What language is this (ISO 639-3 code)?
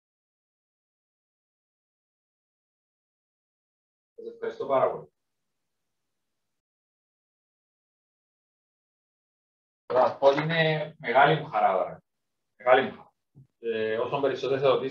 ell